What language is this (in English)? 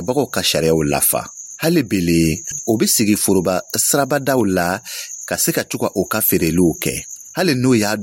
Dyula